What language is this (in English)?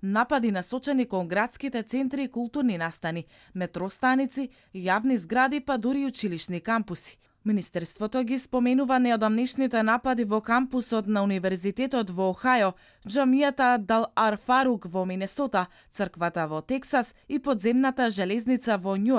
Macedonian